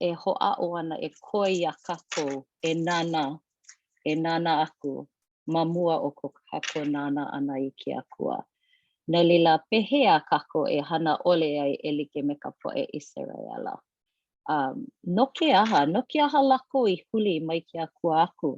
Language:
Hawaiian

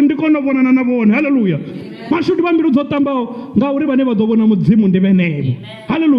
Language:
Venda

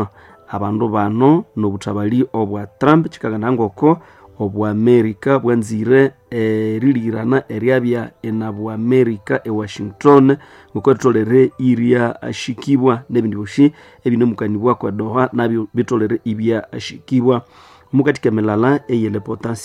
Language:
Nande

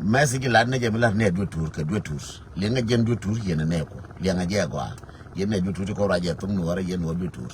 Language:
Nuer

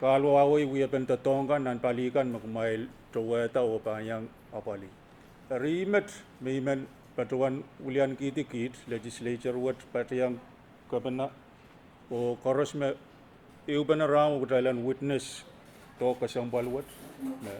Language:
Pohnpeian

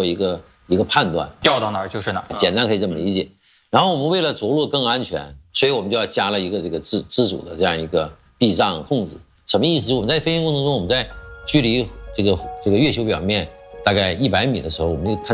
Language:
Chinese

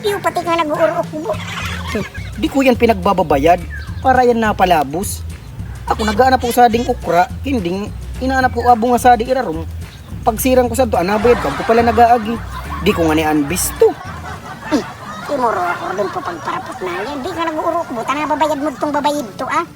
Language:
Bikol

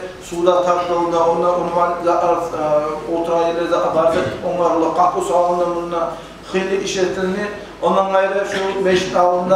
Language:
Kumyk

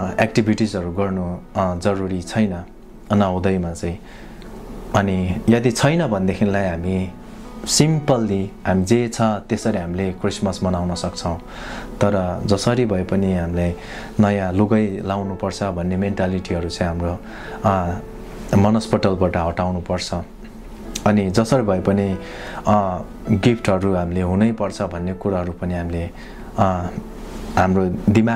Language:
Nepali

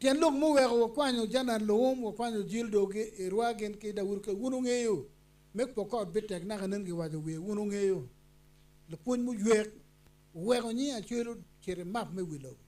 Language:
Acoli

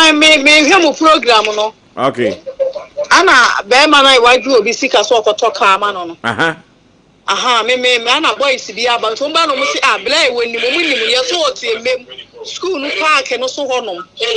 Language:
Akan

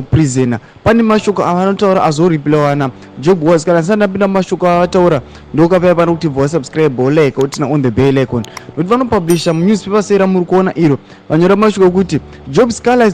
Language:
Shona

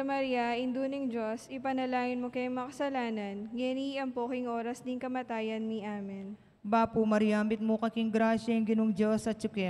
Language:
Pampanga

